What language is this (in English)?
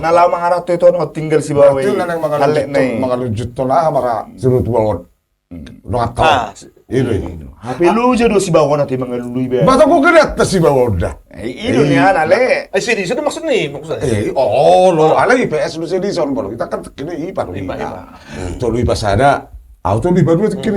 Batak Toba